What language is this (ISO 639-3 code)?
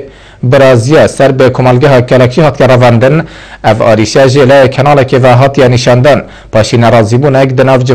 kur